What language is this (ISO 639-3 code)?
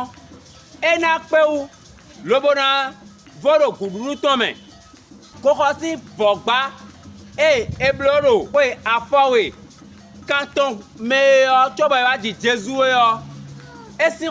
fon